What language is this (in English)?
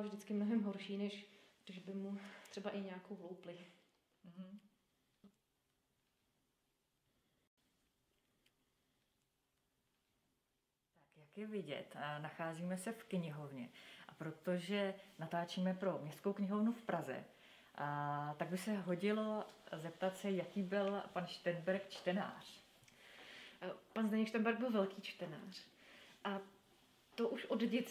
Czech